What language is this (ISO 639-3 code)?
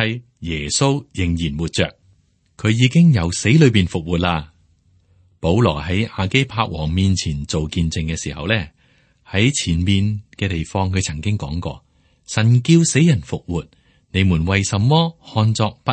yue